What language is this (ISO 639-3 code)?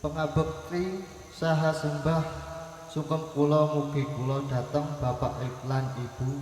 jav